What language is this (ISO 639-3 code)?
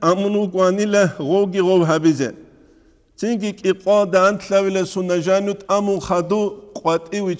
ava